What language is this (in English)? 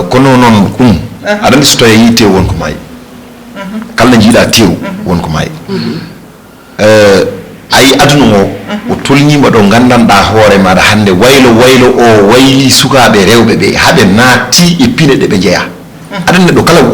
Fula